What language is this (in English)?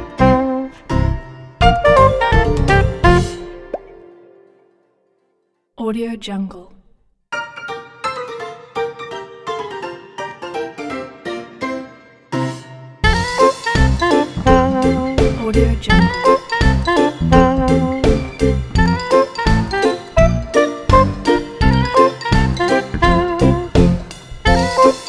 Malay